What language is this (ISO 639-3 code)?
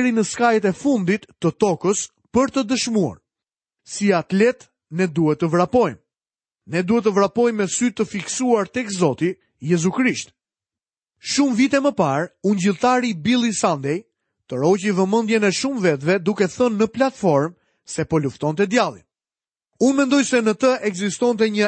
sqi